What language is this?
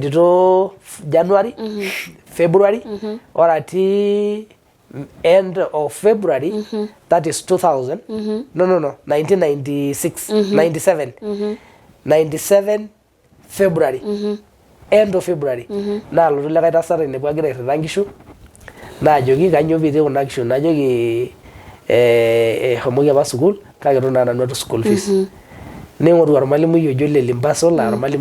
Masai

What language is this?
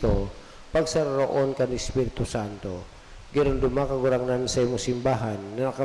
Bikol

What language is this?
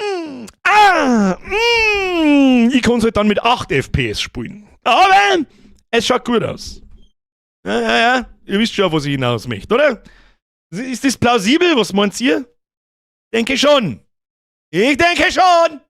Bavarian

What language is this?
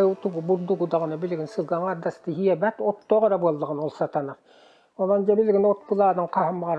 Yakut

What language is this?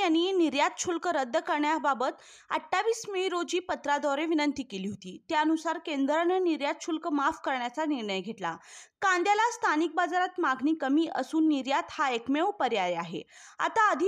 Marathi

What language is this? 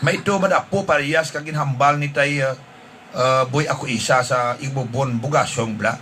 Hiligaynon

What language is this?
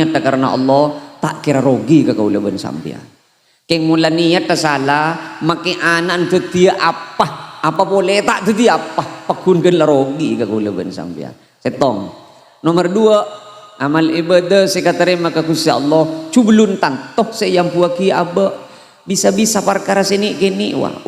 Madurese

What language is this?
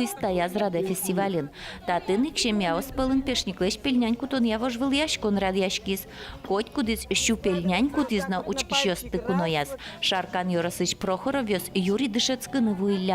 Udmurt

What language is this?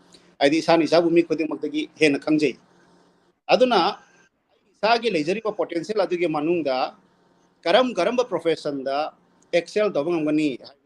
Manipuri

